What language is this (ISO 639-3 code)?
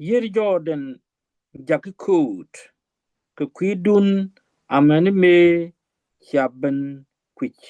nus